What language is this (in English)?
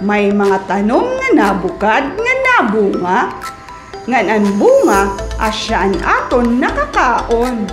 Waray